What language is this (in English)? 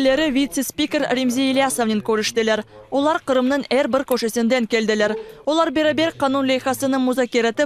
Crimean Tatar